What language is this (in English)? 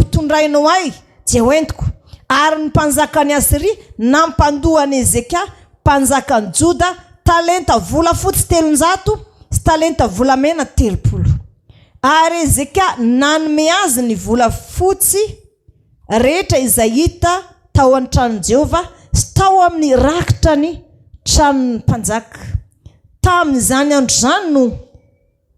Malagasy